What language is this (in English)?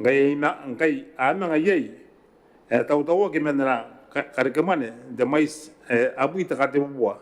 Gilbertese